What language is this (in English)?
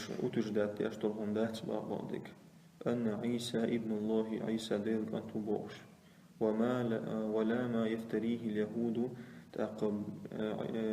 Chechen